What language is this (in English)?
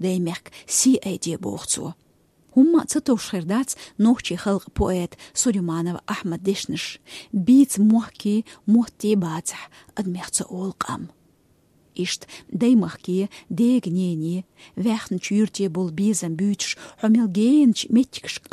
Chechen